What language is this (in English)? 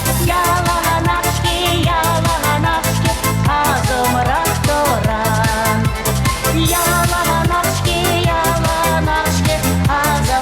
Chuvash